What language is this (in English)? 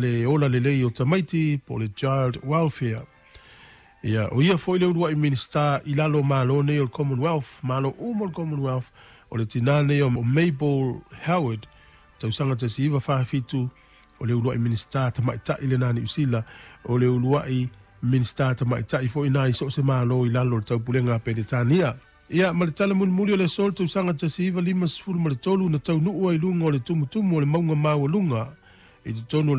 Samoan